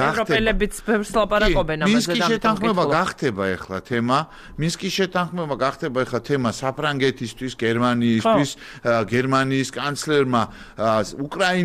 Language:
Georgian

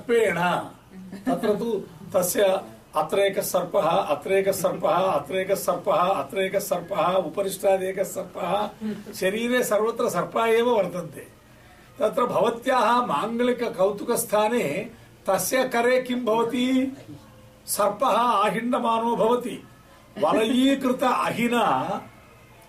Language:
Sanskrit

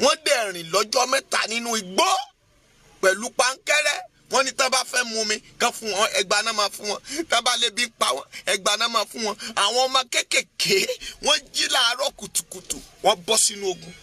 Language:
Yoruba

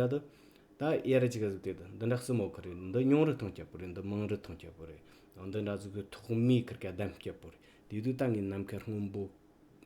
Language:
Tibetan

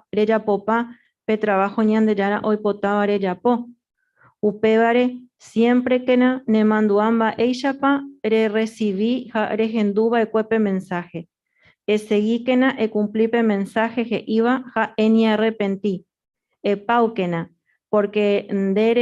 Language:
Guarani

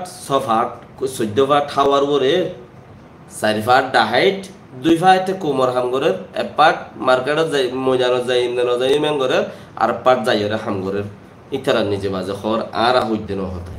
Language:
Rohingya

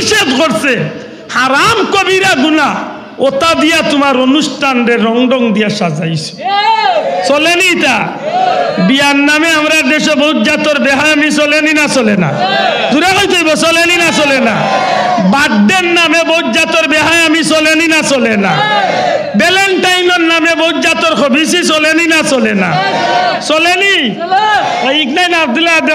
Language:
Sylheti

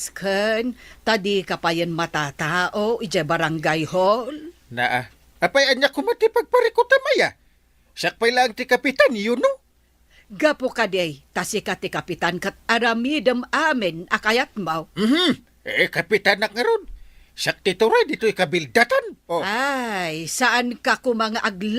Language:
Iloko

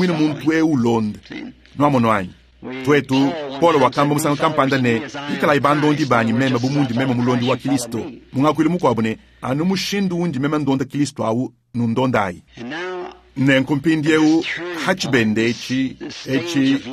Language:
Luba-Lulua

